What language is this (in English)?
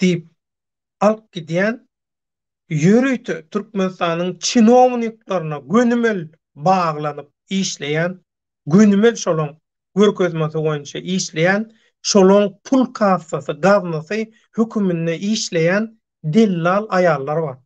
Turkmen